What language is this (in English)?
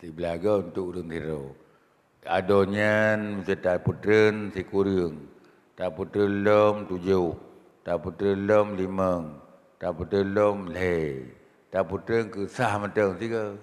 Achinese